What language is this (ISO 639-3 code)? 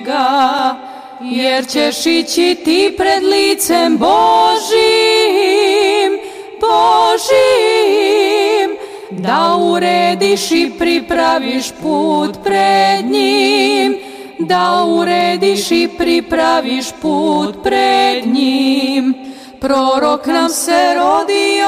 srp